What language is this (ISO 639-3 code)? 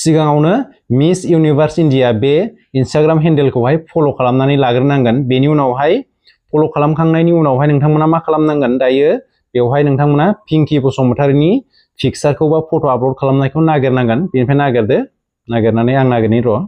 brx